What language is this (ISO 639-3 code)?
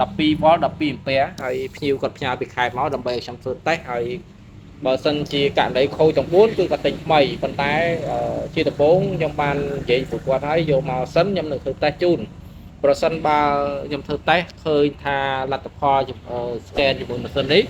khm